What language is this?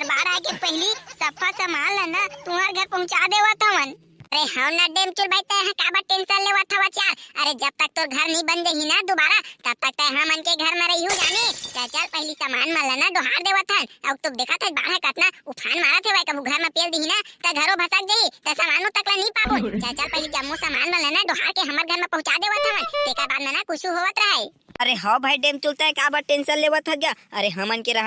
Chhattisgarhi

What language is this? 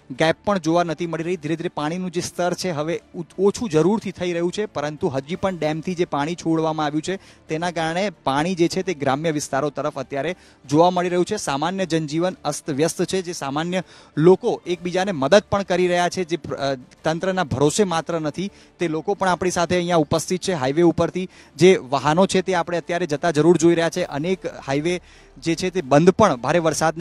Gujarati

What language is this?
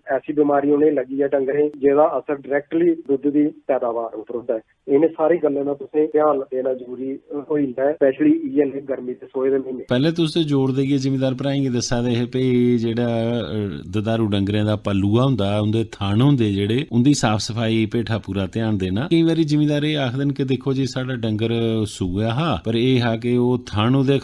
Dogri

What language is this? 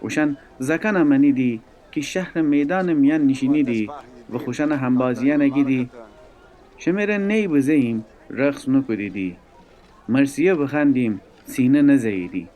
Gilaki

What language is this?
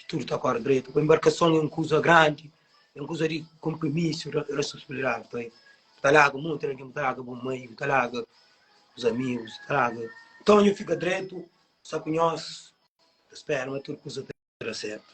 Kabuverdianu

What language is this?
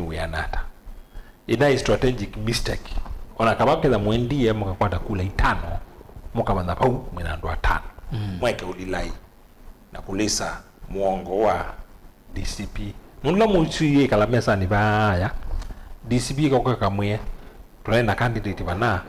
Kamba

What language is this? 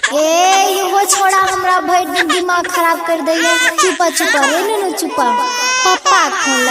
Maithili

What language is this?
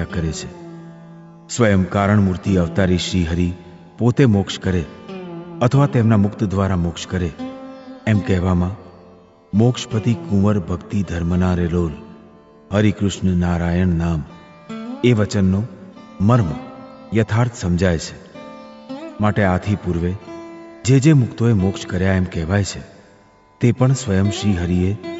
Gujarati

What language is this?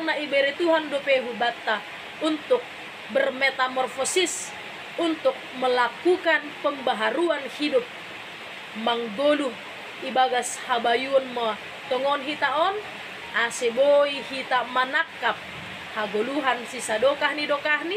Batak Simalungun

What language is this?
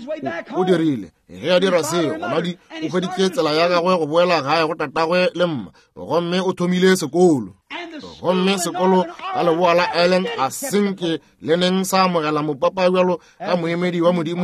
Northern Sotho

